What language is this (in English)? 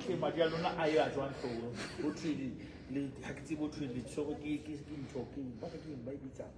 Southern Sotho